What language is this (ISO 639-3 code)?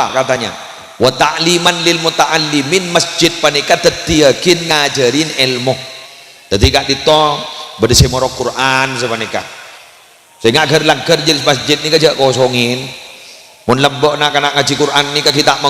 mad